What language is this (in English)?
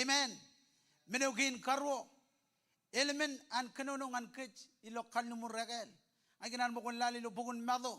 Marshallese